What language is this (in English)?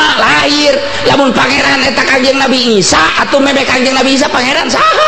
Sundanese